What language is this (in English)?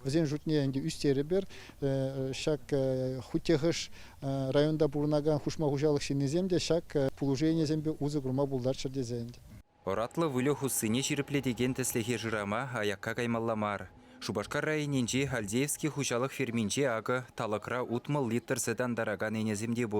Chuvash